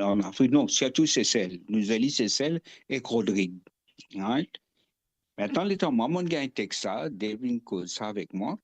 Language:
Morisyen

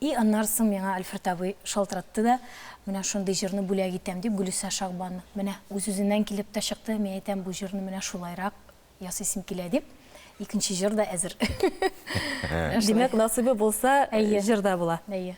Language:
Tatar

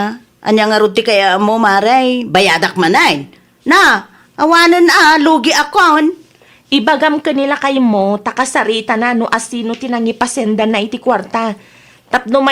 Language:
Iloko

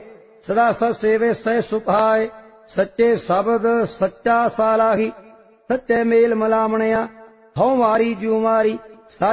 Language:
Punjabi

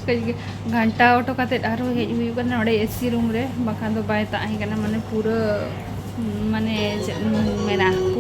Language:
Santali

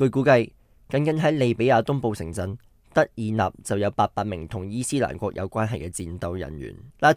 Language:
Cantonese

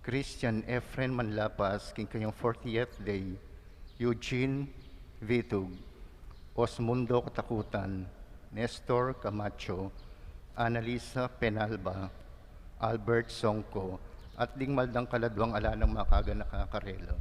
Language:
Pampanga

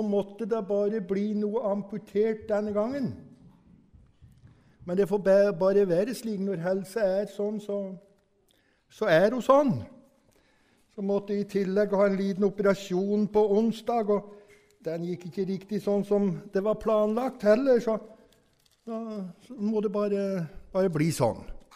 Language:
Norwegian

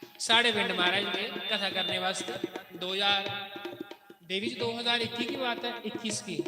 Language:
Dogri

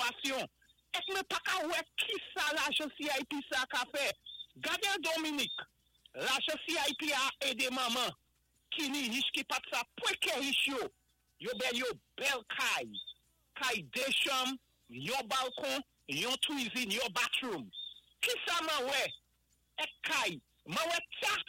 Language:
Saint Lucian Creole French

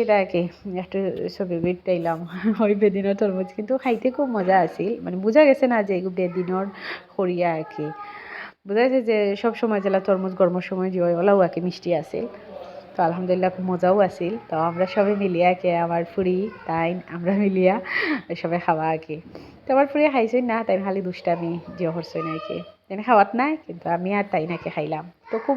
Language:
Sylheti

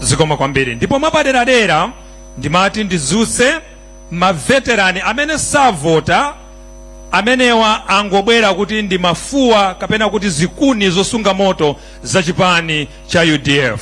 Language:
Nyanja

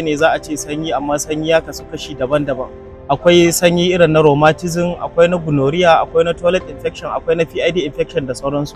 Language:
Hausa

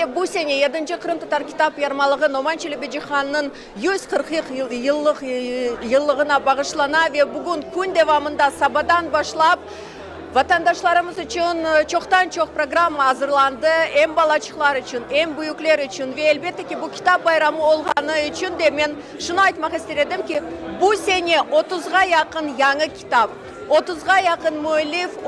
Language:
Crimean Tatar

